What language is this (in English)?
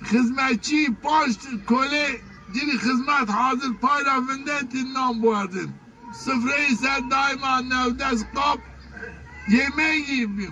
Zaza